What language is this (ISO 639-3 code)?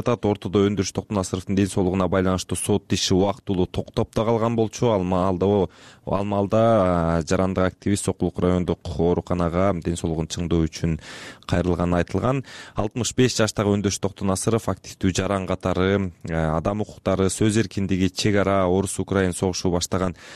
kir